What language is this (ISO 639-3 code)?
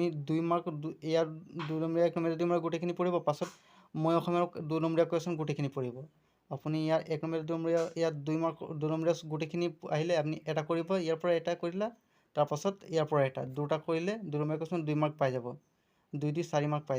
asm